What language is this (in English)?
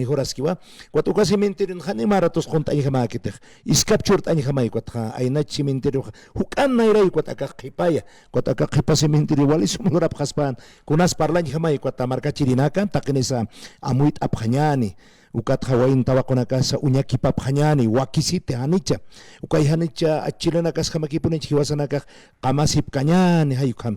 Aymara